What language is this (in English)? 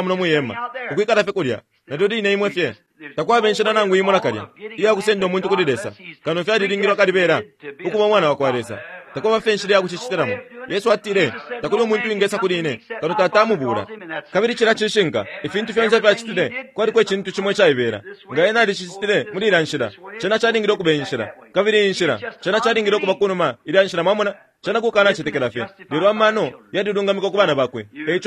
Bemba